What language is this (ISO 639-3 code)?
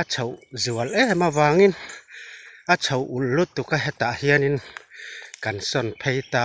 lus